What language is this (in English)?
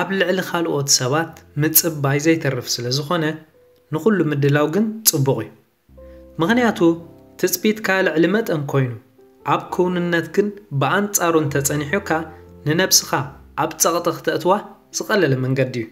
Tigrinya